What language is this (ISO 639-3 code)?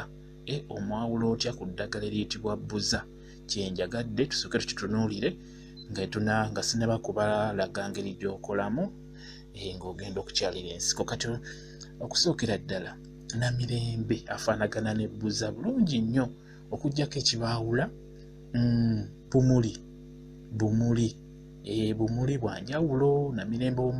lug